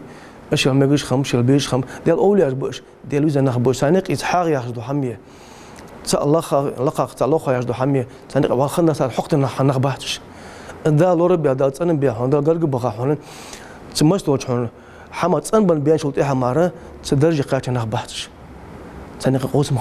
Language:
Ingush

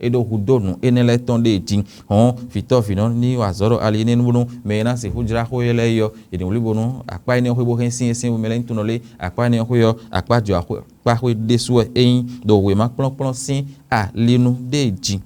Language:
Fon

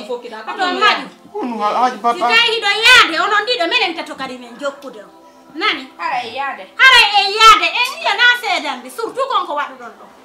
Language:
Fula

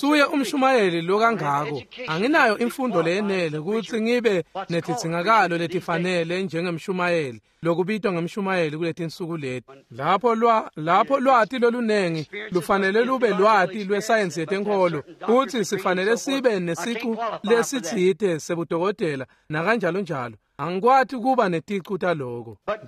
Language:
Swati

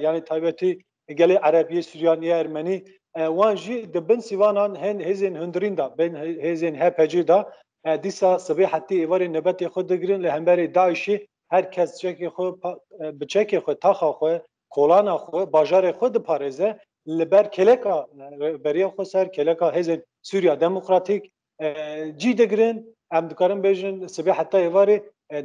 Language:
Kurdish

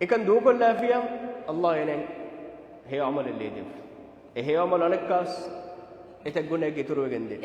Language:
Divehi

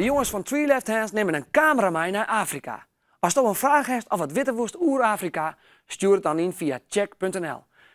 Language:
Western Frisian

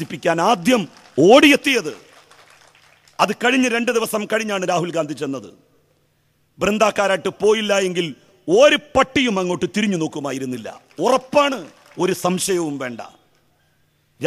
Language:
Malayalam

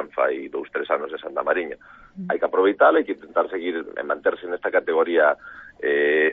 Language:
Galician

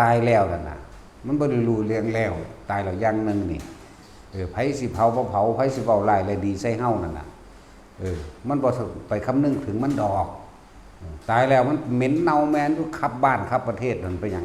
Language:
Lao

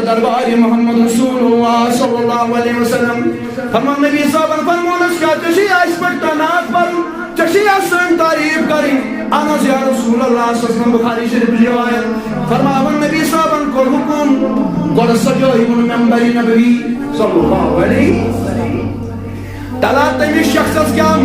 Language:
Kashmiri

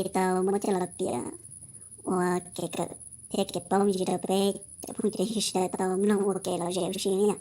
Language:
Hmong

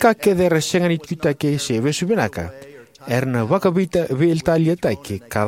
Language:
Fijian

